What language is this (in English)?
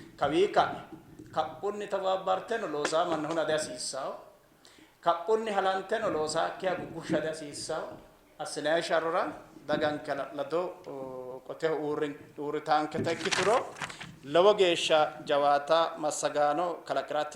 Sidamo